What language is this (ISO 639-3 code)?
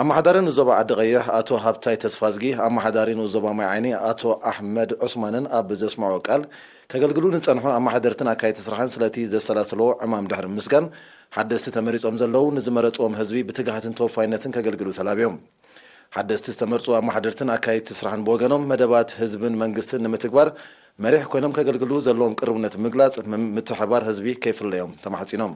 tir